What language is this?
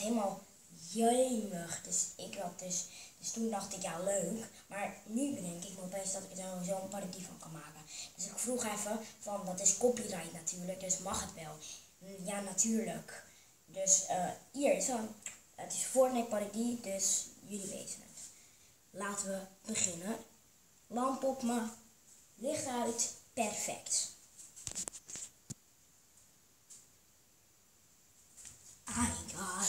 Dutch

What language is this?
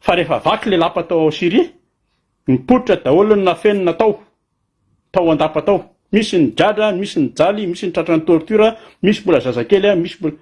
Malagasy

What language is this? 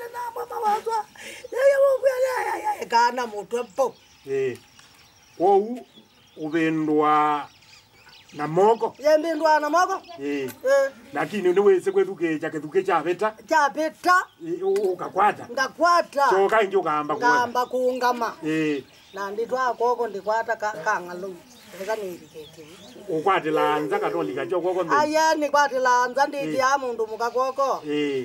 Kamba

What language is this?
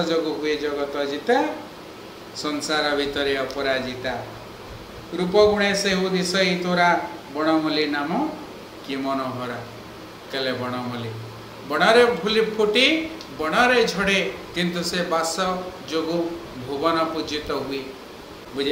Odia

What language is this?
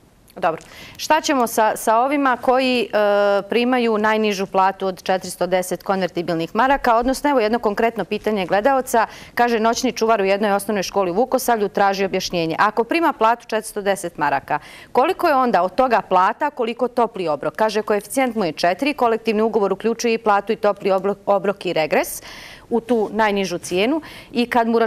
Serbian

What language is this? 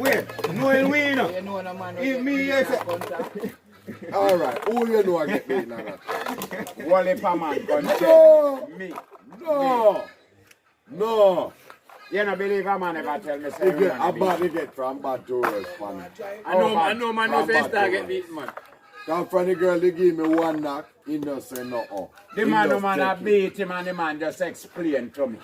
Jamaican Creole English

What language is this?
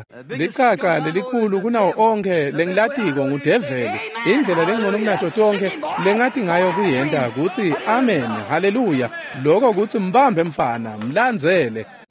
Swati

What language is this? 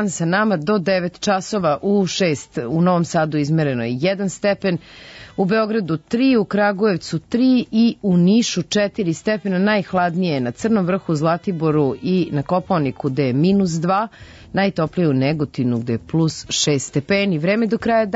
Serbian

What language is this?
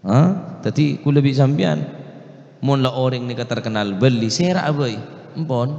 Madurese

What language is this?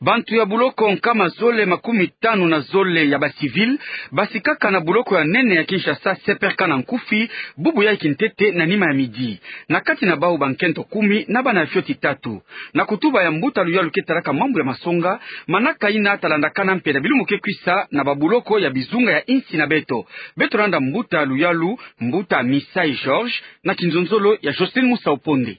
Kituba (Democratic Republic of Congo)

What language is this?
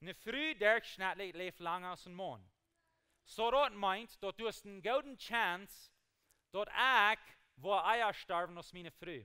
Plautdietsch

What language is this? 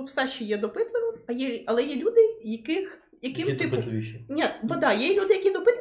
Ukrainian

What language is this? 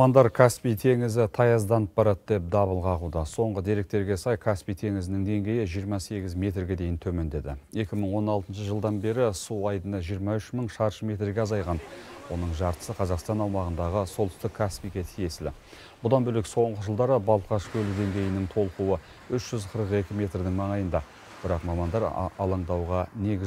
Kazakh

